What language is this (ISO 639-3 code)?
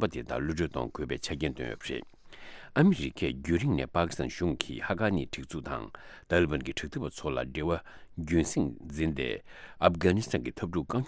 bod